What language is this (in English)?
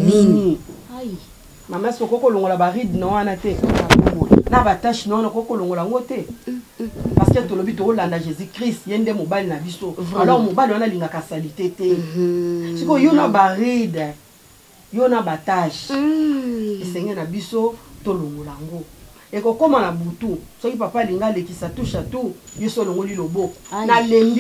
Lingala